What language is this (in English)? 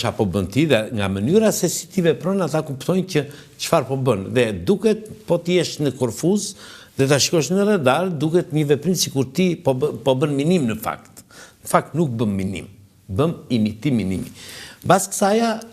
Albanian